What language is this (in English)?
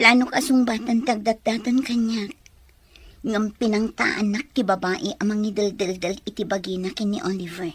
Iloko